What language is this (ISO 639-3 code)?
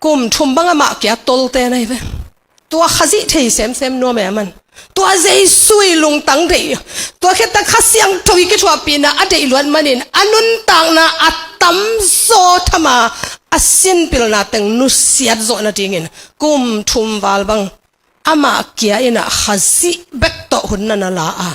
ctd